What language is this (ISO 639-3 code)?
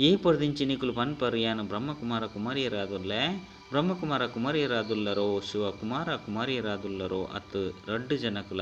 tcy